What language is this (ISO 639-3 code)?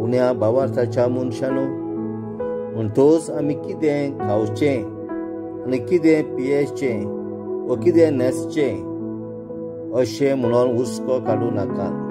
kok